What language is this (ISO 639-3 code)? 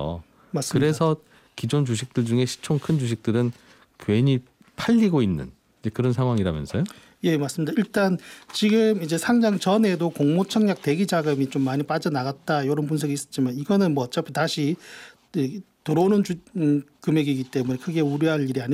kor